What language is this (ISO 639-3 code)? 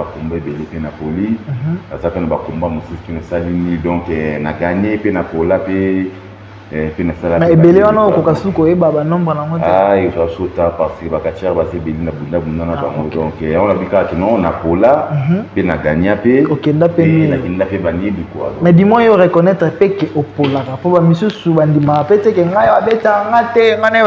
lin